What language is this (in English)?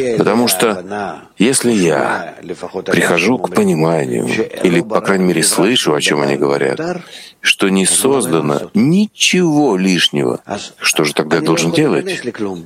Russian